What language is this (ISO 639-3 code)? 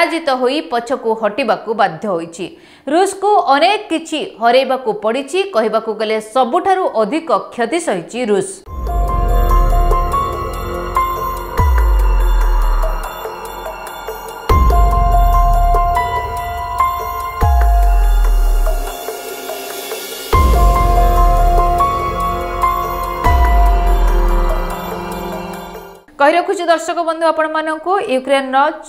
ori